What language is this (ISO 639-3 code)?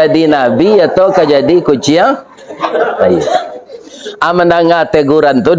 min